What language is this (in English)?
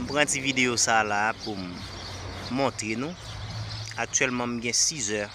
Haitian Creole